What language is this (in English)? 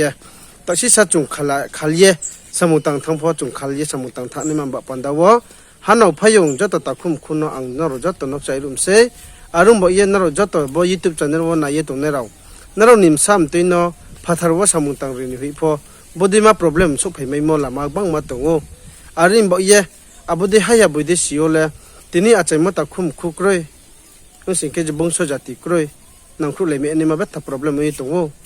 Riang (India)